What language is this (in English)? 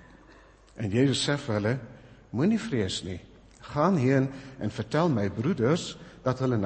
Afrikaans